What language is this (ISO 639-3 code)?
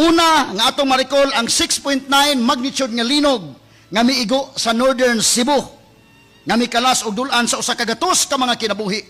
ceb